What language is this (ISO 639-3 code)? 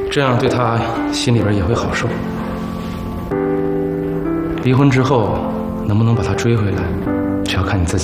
zho